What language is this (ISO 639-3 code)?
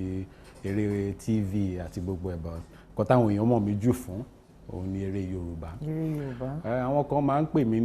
yor